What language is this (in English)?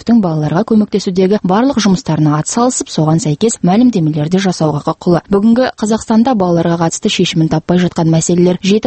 Kazakh